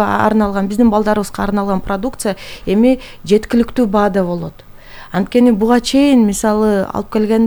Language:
Kyrgyz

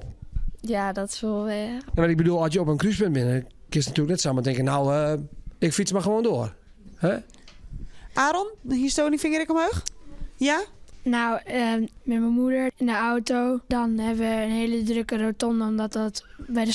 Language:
Western Frisian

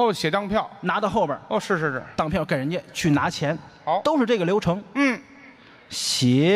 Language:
Chinese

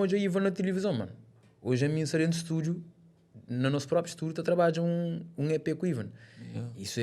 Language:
Kabuverdianu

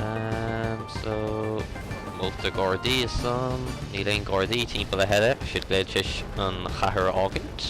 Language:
Irish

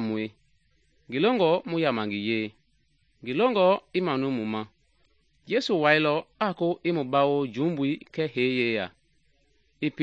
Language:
Mende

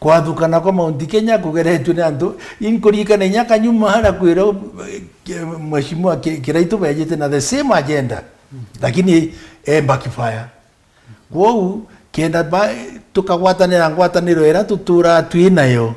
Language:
Meru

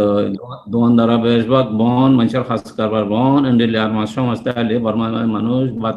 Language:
Rohingya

